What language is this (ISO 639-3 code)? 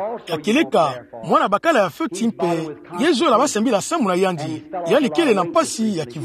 ktu